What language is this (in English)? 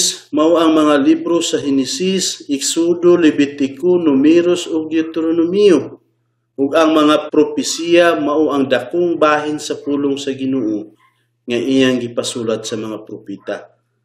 Cebuano